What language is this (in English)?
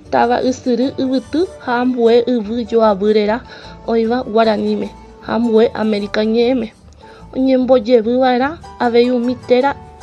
Guarani